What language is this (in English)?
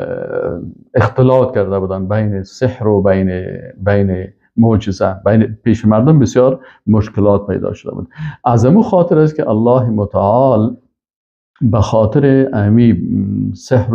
Persian